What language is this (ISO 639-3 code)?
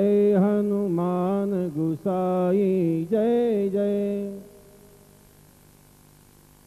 guj